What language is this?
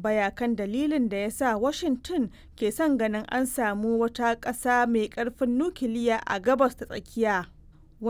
Hausa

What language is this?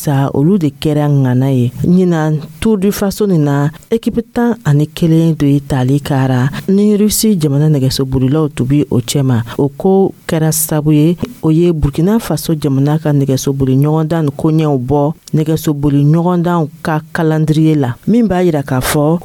Dyula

